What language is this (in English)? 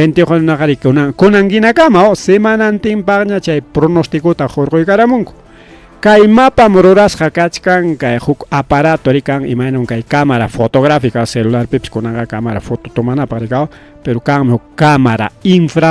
Ayacucho Quechua